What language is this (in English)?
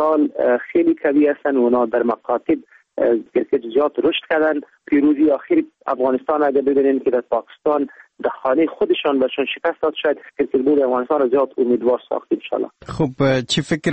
Persian